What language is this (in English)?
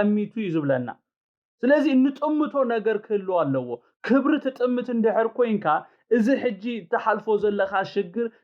Tigrinya